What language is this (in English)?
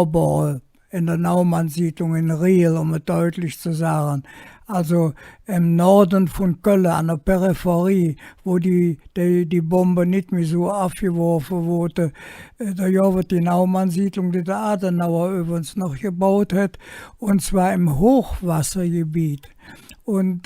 Colognian